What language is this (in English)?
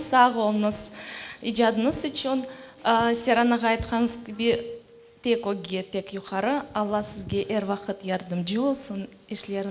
Crimean Tatar